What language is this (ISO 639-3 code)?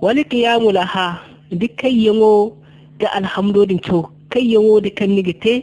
dje